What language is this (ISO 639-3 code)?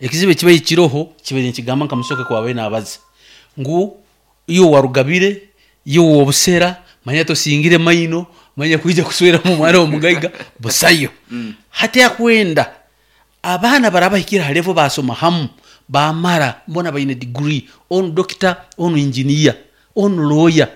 nyn